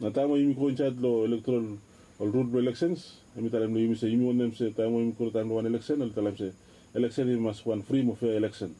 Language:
Bislama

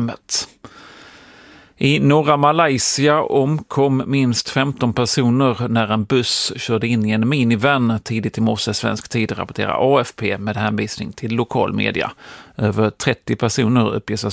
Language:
Swedish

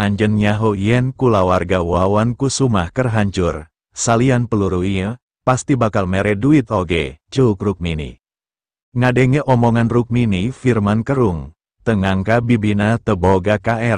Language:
Sundanese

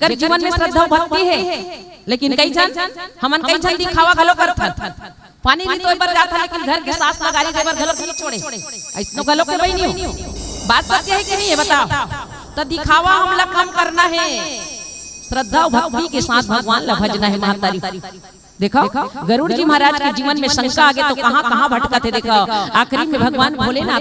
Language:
Chhattisgarhi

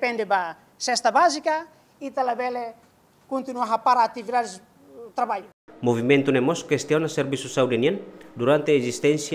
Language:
Tetum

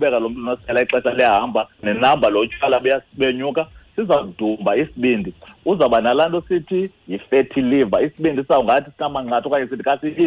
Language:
Xhosa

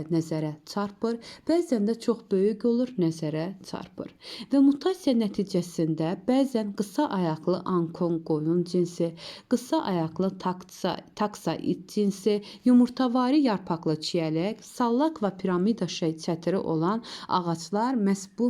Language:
Azerbaijani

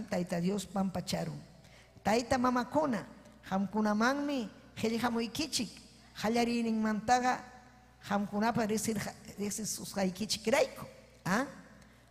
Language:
Ayacucho Quechua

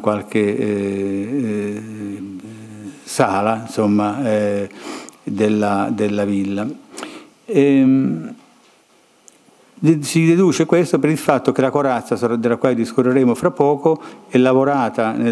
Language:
Italian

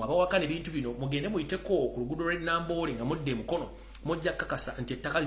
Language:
Ganda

